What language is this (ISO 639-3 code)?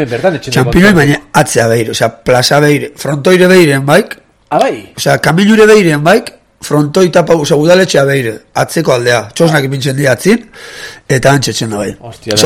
eus